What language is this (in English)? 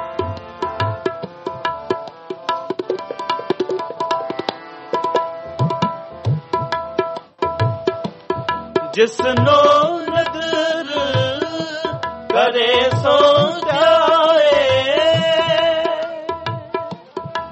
Punjabi